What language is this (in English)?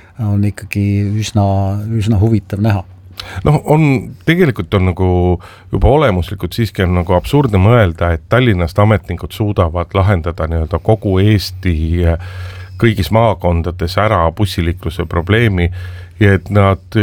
Estonian